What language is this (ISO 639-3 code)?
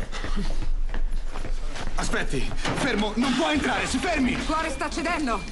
ita